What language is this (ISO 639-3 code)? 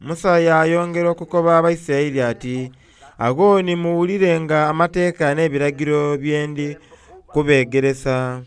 xog